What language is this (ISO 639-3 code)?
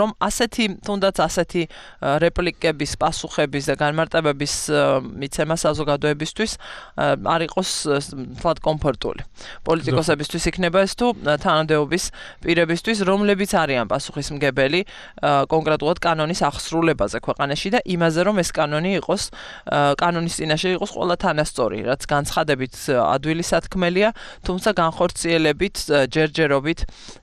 kat